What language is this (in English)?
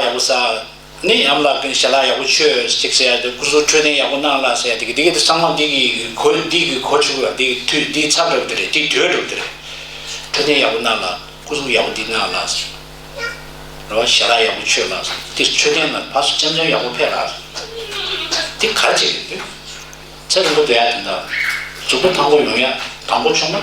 Tibetan